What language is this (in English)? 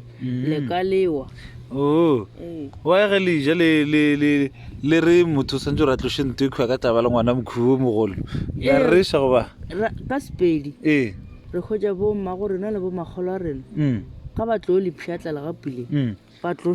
Northern Sotho